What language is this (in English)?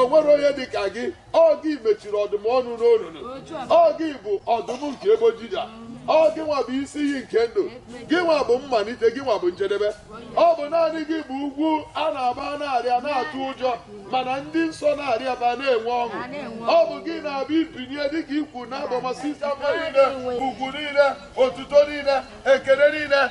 Igbo